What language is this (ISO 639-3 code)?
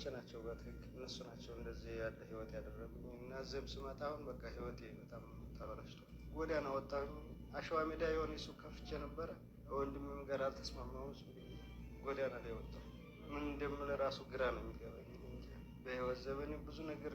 amh